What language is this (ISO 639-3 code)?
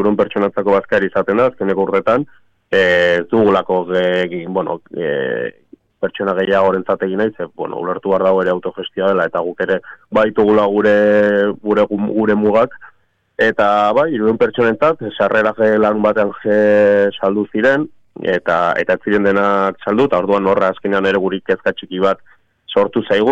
eus